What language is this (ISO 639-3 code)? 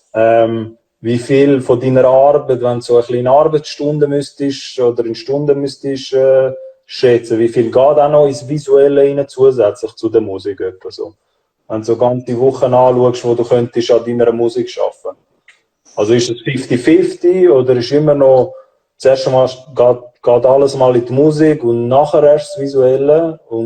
gsw